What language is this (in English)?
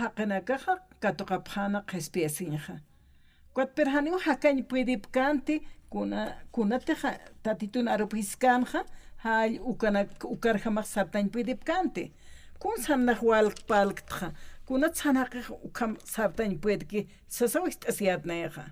Aymara